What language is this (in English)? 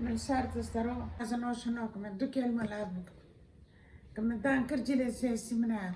Kurdish